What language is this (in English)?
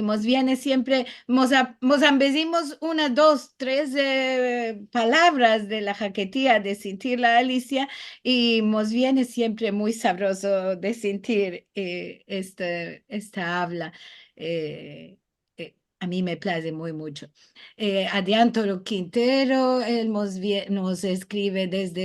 Ladino